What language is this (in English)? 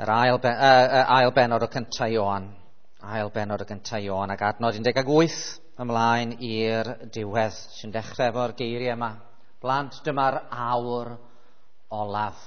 Welsh